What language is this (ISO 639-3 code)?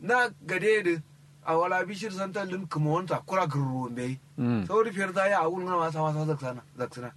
kau